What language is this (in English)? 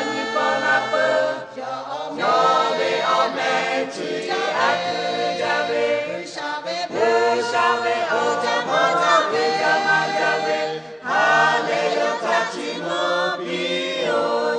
Lahu